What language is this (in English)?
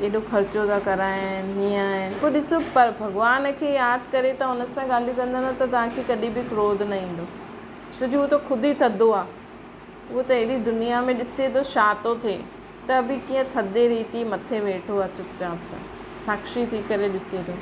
Sindhi